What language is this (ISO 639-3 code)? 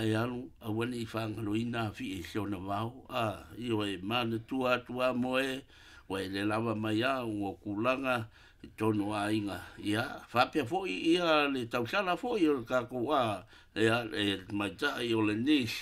smo